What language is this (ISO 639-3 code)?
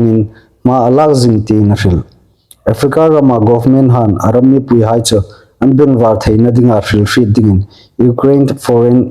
hmr